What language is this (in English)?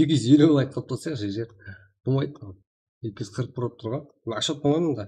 Kara-Kalpak